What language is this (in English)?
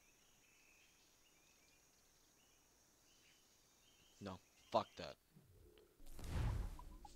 English